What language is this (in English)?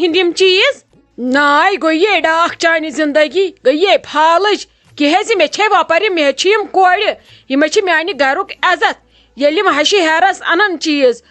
Kashmiri